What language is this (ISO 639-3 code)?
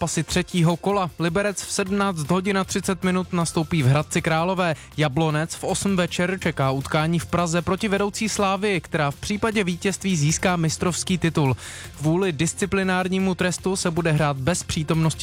ces